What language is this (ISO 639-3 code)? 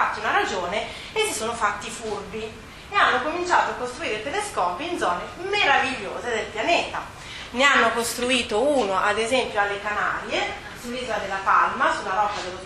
ita